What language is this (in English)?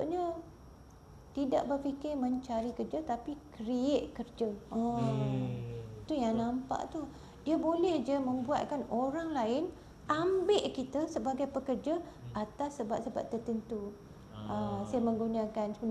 Malay